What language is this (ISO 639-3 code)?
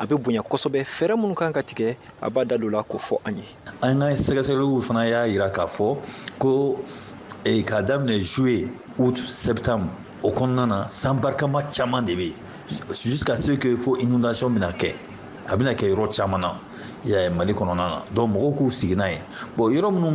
bam